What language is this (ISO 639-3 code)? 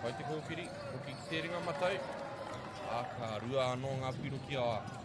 mri